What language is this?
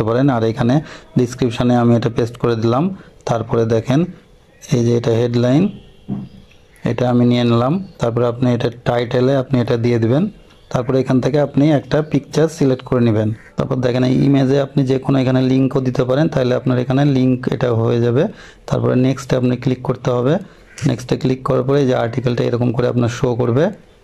Bangla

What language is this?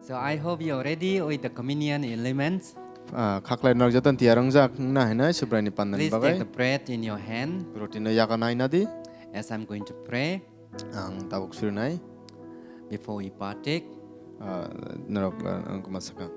Kok Borok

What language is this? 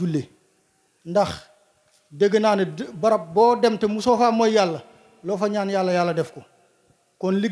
Wolof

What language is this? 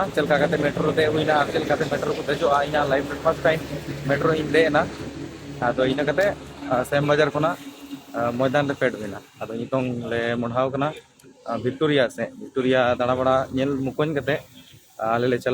Santali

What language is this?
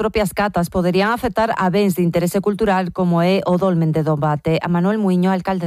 Galician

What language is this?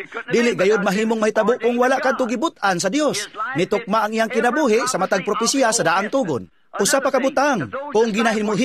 Cebuano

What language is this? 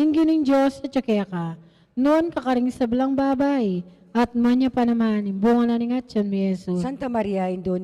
Pampanga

